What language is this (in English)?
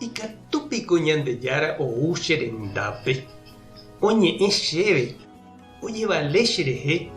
Guarani